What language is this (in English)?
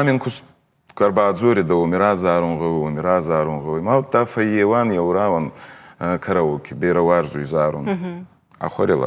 Ossetic